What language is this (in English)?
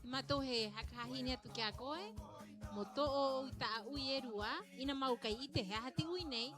Rapanui